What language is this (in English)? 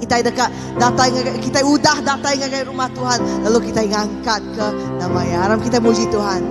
Iban